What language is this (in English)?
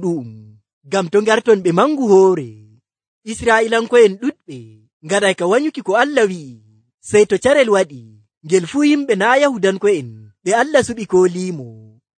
Nigerian Fulfulde